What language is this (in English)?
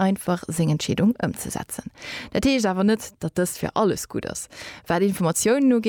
Luxembourgish